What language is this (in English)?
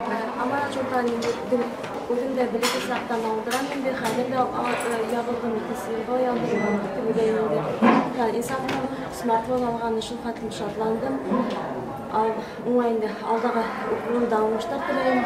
Bashkir